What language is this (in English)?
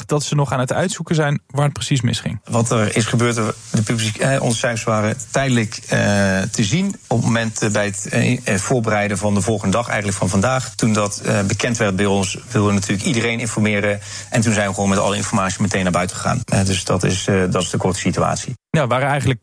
Dutch